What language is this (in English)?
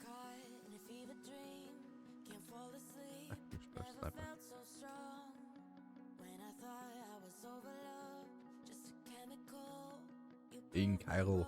Bavarian